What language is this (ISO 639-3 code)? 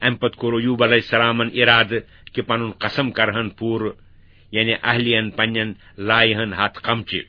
kas